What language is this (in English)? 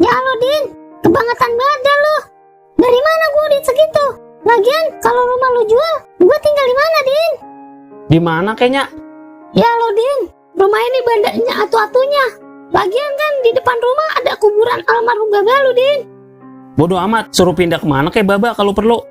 Betawi